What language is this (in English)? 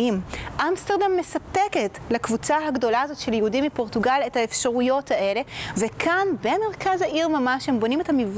Hebrew